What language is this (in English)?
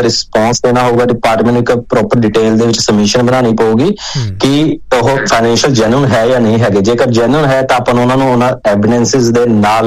Punjabi